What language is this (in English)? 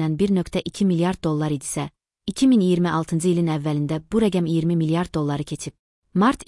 Azerbaijani